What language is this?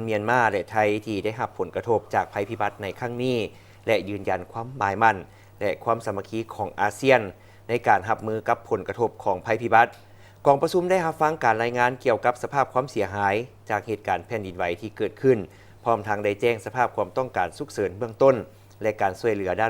Lao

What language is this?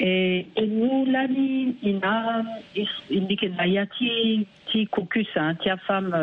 Sango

